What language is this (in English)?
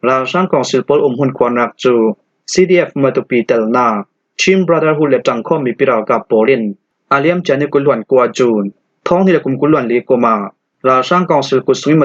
Falam Chin